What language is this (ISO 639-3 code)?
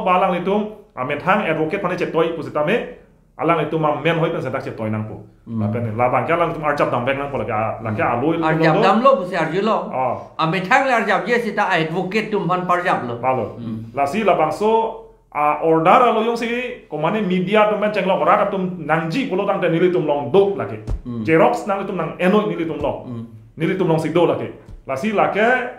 mjw